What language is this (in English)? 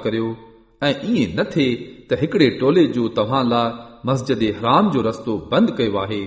Sindhi